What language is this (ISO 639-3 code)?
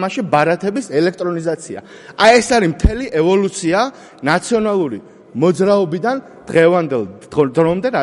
kat